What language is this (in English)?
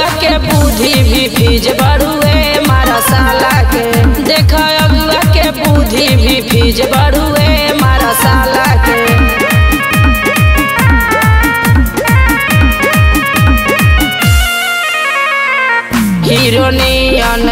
Bhojpuri